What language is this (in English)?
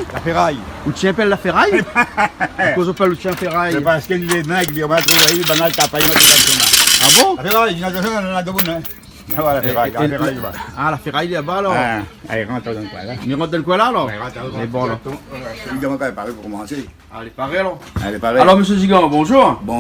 Réunion Creole French